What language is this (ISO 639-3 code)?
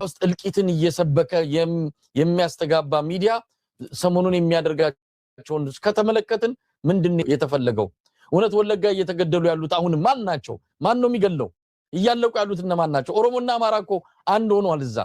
amh